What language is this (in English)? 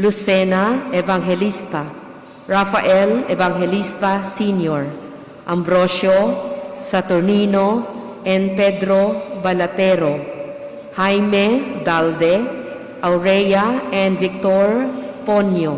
Pampanga